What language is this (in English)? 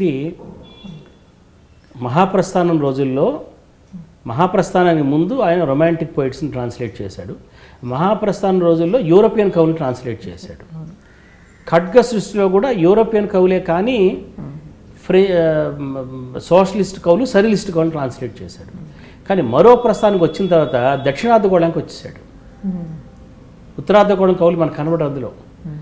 Telugu